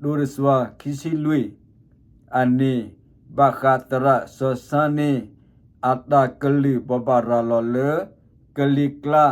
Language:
S'gaw Karen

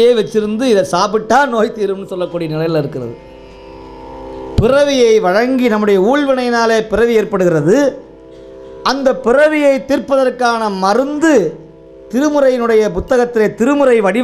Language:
Tamil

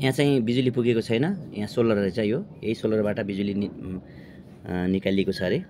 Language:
Nepali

